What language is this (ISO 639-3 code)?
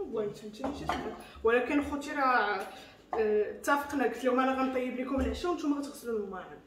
ary